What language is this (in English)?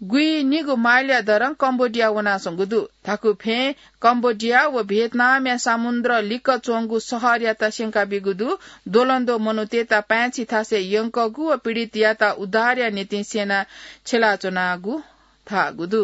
Newari